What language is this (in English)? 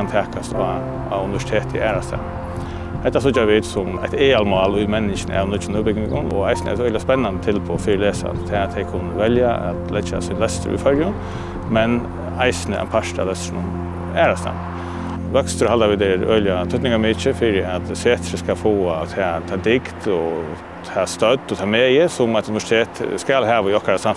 Faroese